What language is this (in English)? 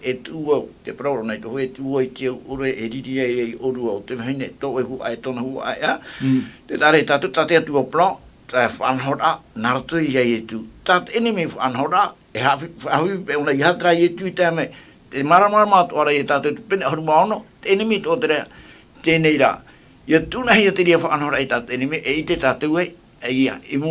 Tahitian